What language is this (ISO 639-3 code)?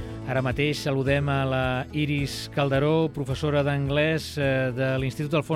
cat